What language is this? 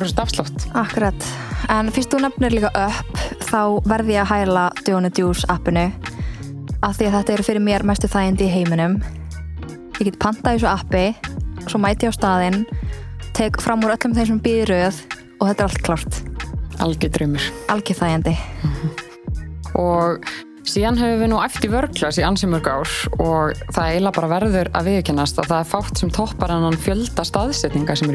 Icelandic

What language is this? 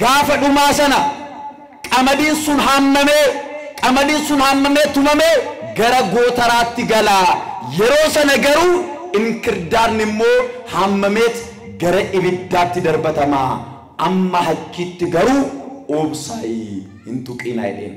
Oromo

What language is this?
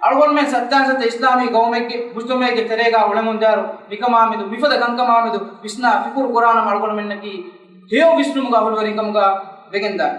Divehi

